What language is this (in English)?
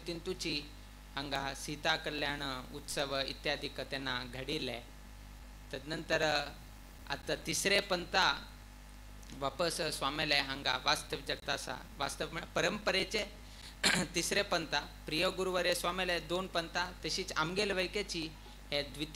Konkani